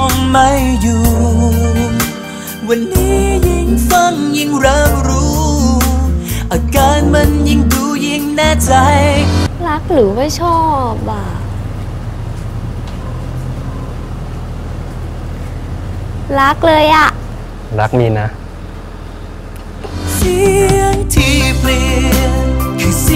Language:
Thai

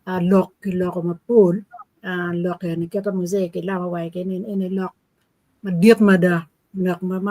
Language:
Acoli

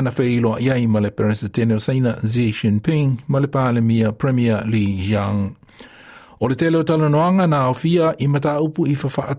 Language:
Samoan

